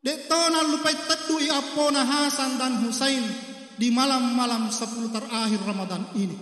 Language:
Buginese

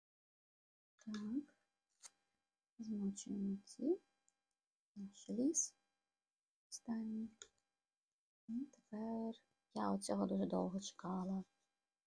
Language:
Ukrainian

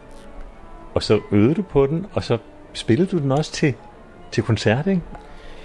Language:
Danish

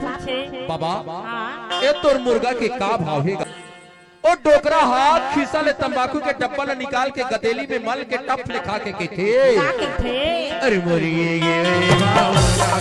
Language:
Chhattisgarhi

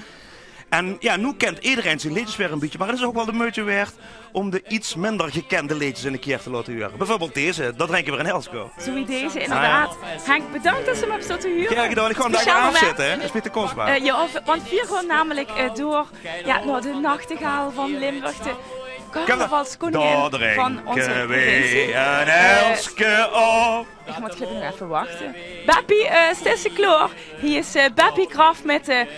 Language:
Limburgish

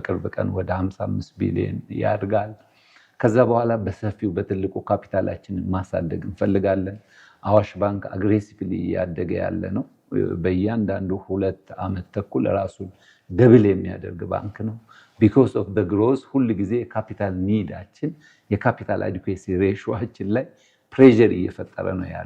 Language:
Amharic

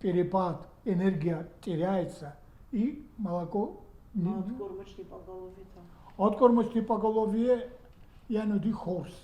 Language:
Ossetic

